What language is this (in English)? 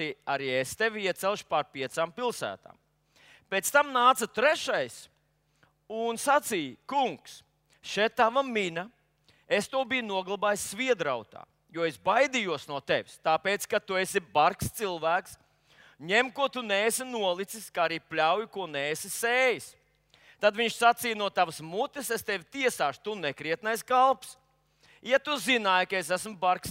Latvian